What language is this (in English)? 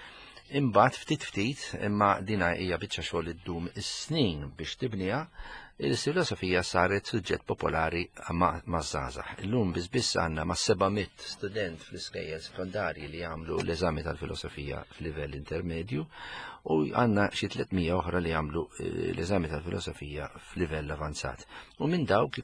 Maltese